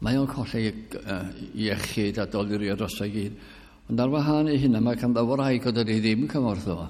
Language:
Welsh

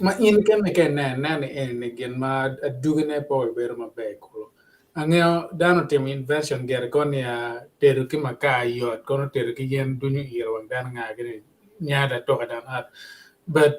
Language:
Acoli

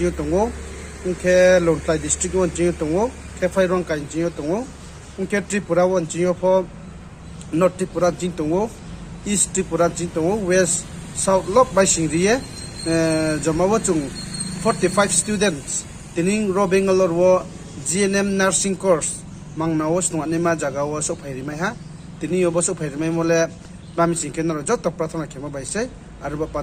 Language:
Riang (India)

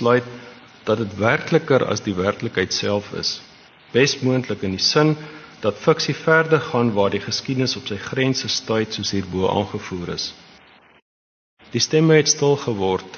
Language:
Afrikaans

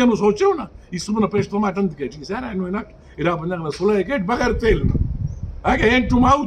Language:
Brahui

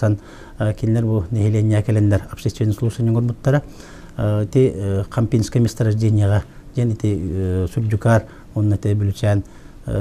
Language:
Yakut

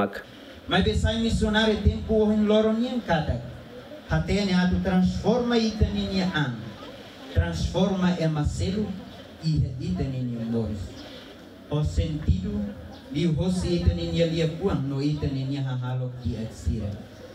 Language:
Tetum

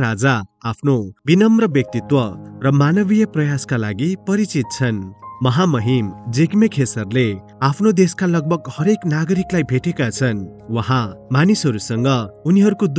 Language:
Nepali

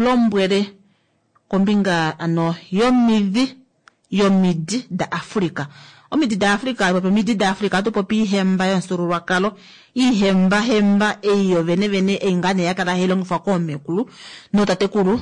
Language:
Kuanyama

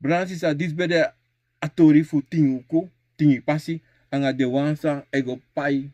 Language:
Sranan Tongo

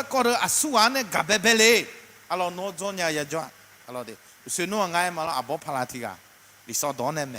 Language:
Akha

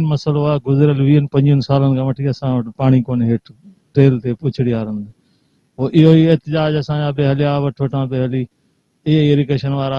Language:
Sindhi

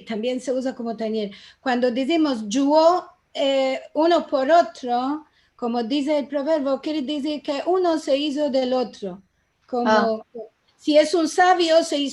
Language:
Ladino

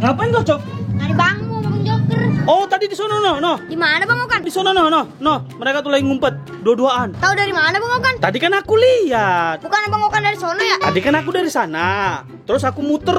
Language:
Betawi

